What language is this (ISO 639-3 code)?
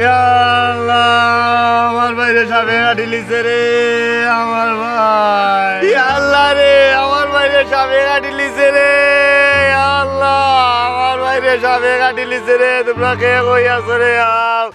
syl